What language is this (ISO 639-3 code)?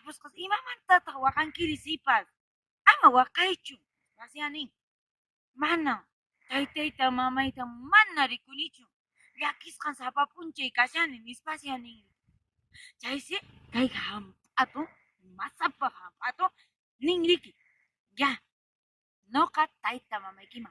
que